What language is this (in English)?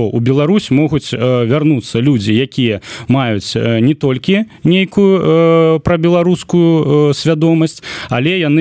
Belarusian